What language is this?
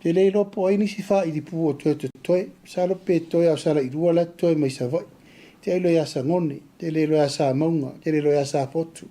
Samoan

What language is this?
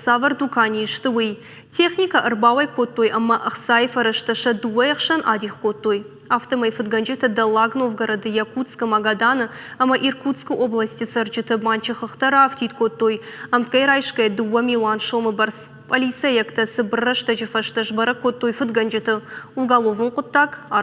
Ossetic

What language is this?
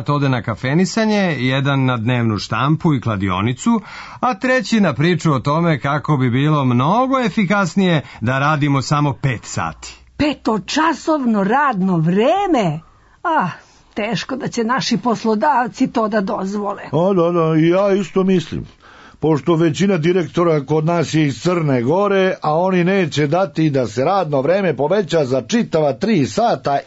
Serbian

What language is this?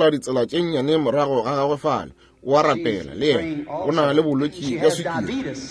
Northern Sotho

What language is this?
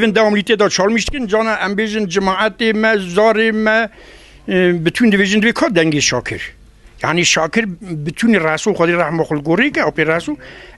Kurdish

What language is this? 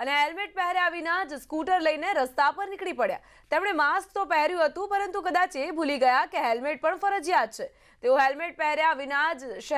Gujarati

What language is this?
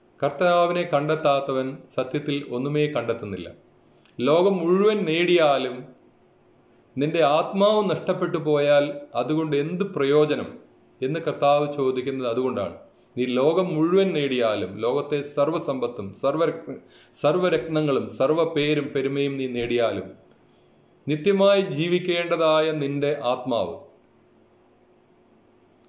Malayalam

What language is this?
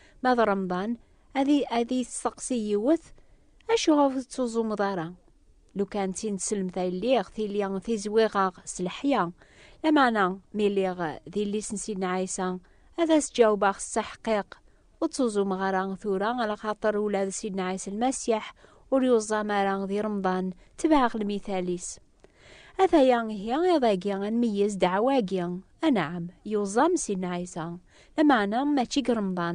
Kabyle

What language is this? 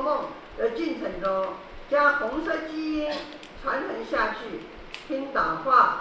Chinese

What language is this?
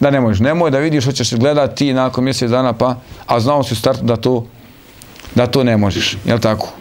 Bosnian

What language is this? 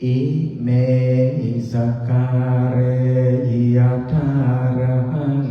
Pali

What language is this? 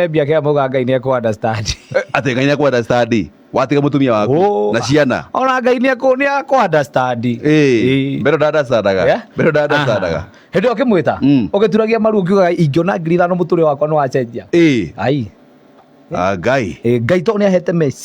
Kikuyu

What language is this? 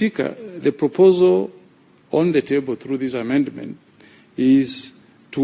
Gusii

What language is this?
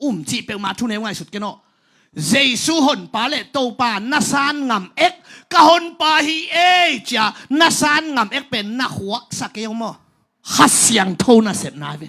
Tedim Chin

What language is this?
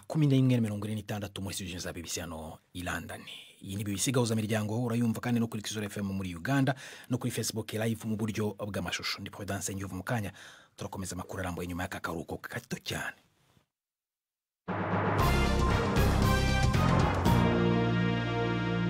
Kinyarwanda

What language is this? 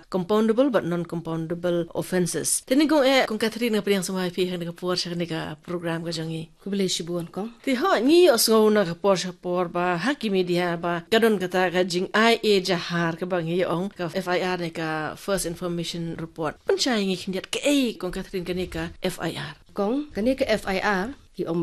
Khasi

